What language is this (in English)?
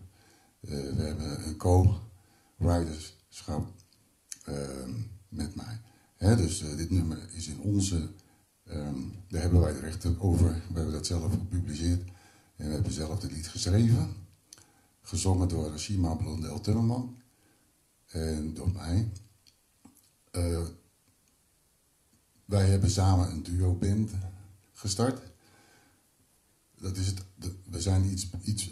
Dutch